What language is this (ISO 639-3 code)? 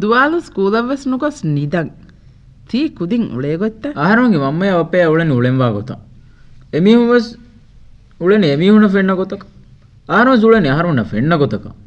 div